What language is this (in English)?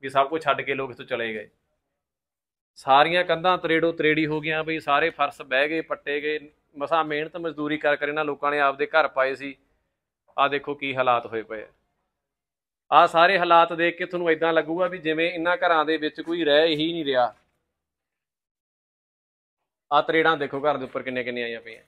Punjabi